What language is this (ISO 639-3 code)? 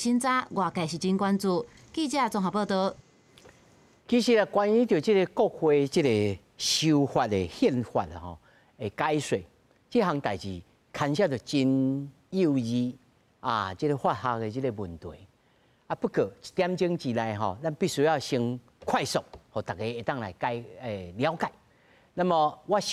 nan